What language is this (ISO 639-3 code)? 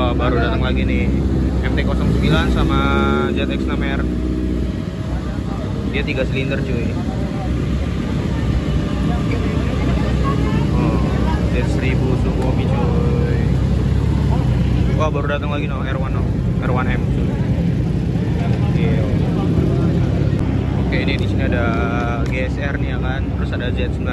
ind